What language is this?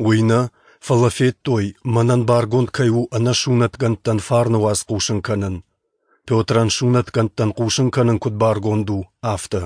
Ossetic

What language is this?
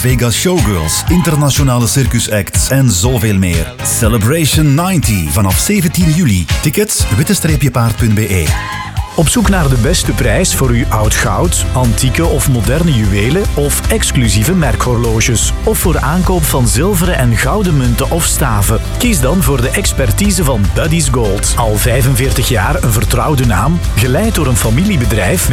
Dutch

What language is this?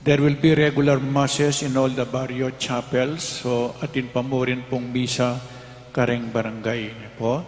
Pampanga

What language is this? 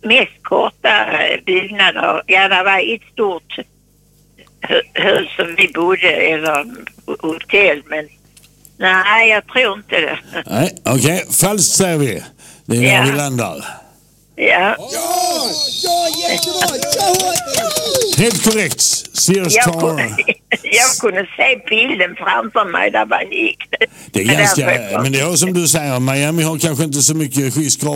Swedish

